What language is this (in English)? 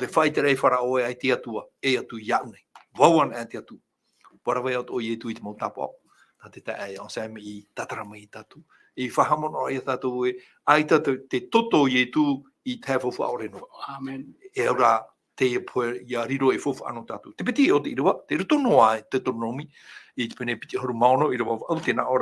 Tahitian